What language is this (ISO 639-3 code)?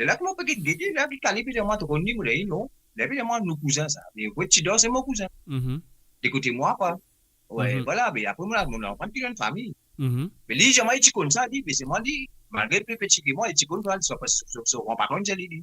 mfe